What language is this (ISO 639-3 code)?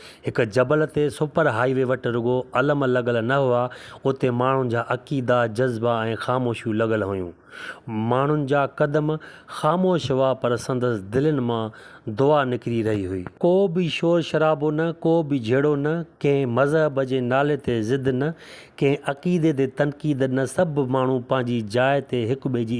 snd